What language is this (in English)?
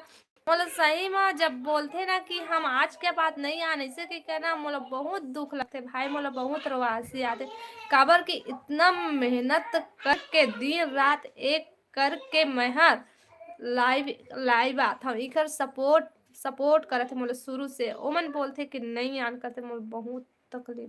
Chhattisgarhi